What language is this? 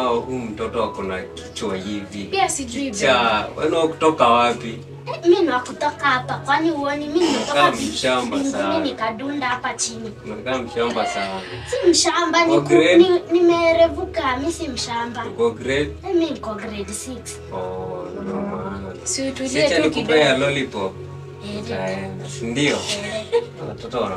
Swahili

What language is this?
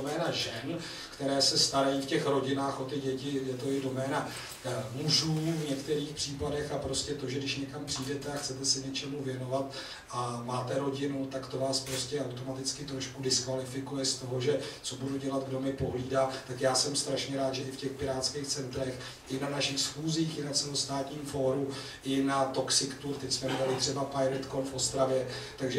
Czech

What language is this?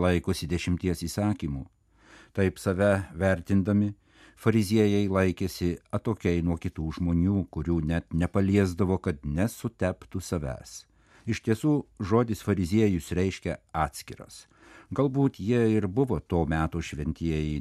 Lithuanian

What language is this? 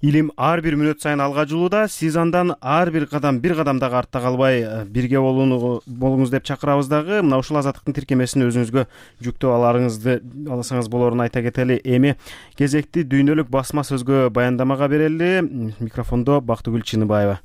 Kyrgyz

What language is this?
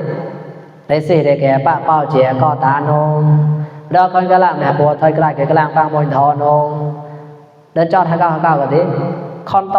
Mon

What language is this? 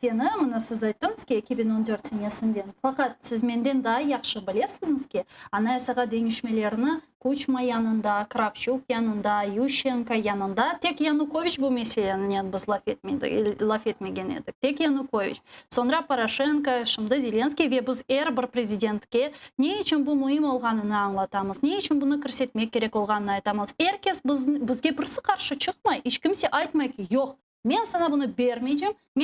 Crimean Tatar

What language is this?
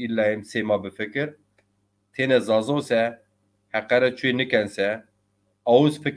Zaza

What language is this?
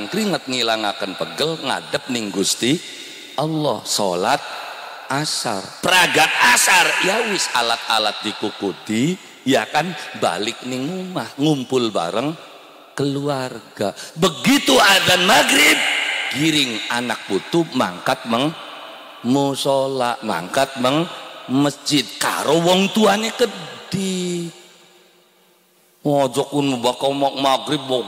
Javanese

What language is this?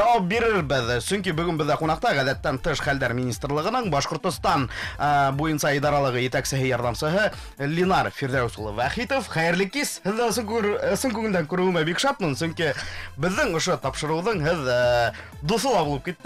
Bashkir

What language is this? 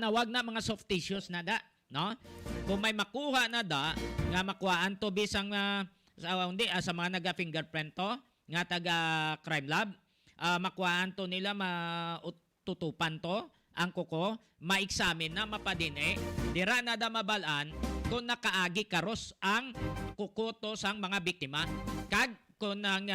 Hiligaynon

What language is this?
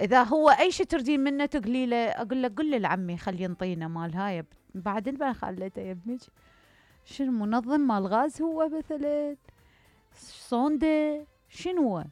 Mesopotamian Arabic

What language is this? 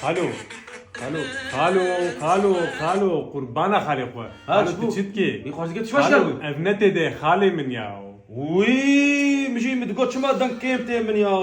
Kurdish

